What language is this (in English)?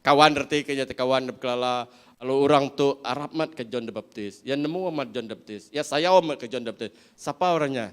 Iban